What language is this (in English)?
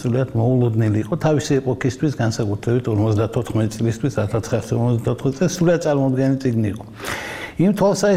Georgian